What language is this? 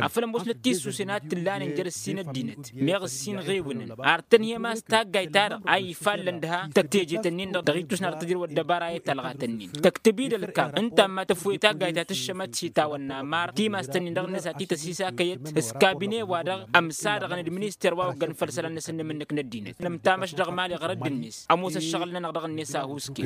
Tamasheq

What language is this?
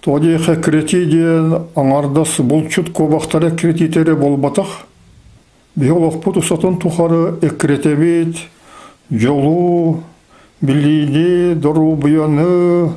Yakut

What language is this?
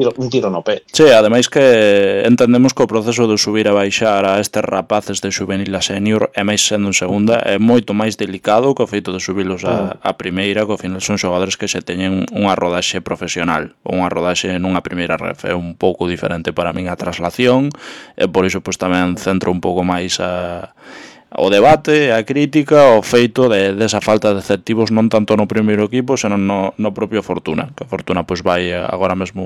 Galician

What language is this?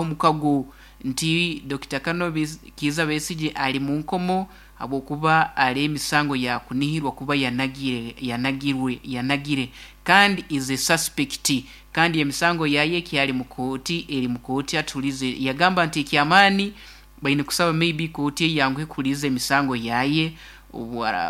Nyoro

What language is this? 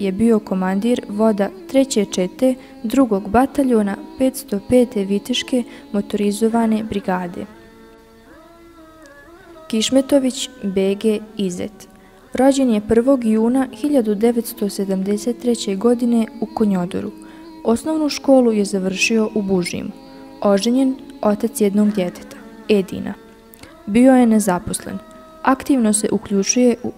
Bosnian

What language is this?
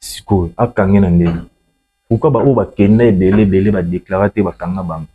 Lingala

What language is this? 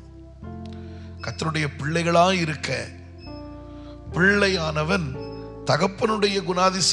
Tamil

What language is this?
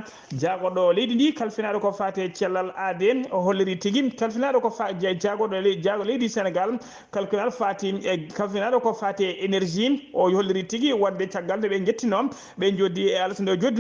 Fula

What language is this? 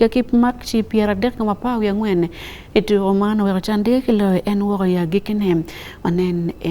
Acoli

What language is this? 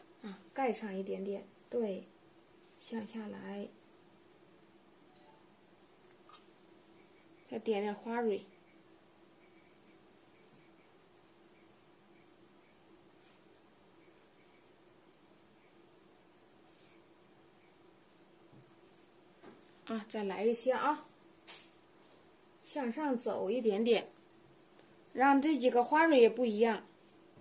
Chinese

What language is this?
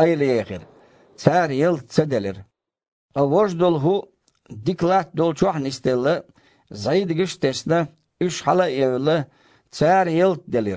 Chechen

